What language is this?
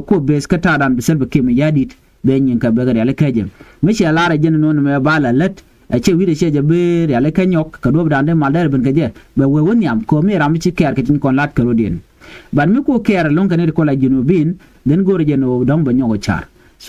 Nuer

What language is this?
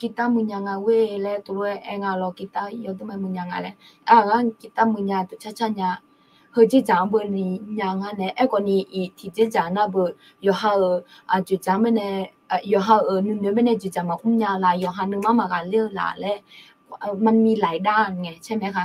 Akha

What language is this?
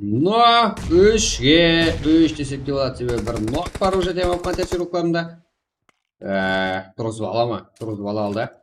Kara-Kalpak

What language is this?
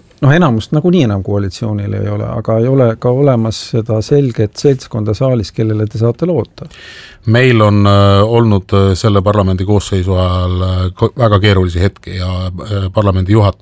Estonian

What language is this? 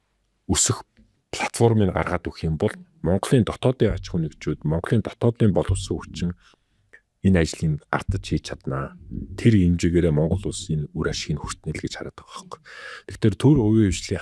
Mongolian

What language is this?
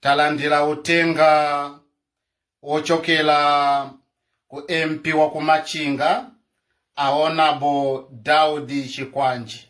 Nyanja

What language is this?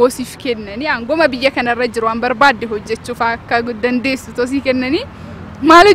Oromo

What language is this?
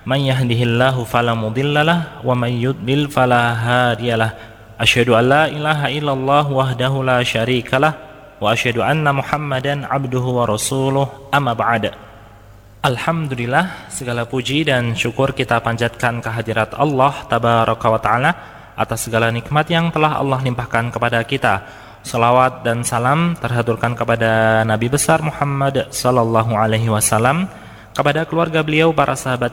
Indonesian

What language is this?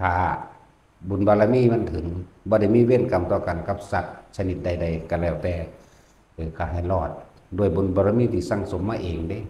Northeastern Thai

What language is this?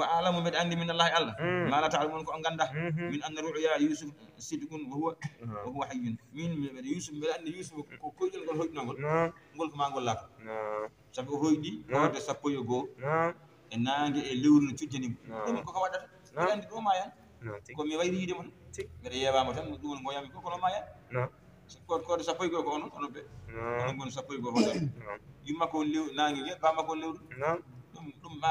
Fula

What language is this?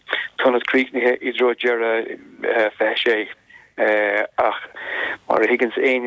Irish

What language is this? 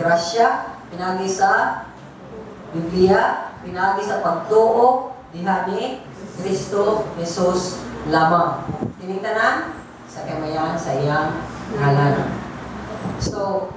Cebuano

